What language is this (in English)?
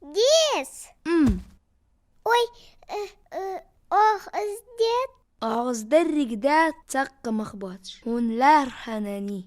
Ingush